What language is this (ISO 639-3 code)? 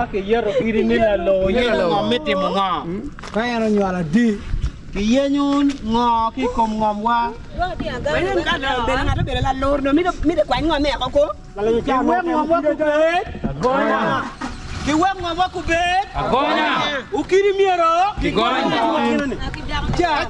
ach